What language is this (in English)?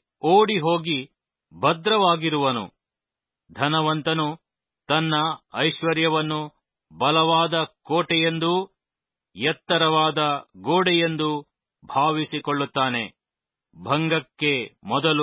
Kannada